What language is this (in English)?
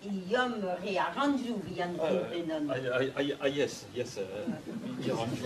Esperanto